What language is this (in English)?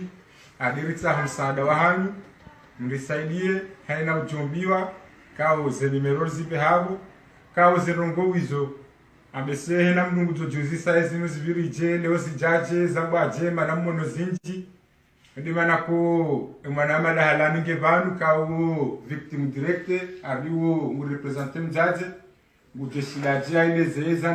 Ngazidja Comorian